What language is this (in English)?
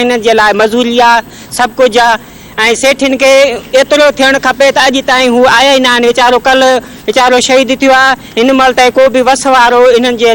Sindhi